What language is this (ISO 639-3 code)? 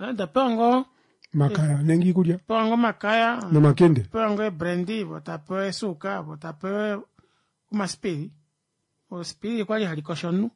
kua